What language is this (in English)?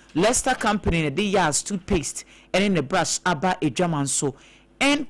Akan